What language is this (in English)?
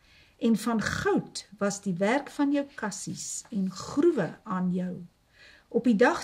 Afrikaans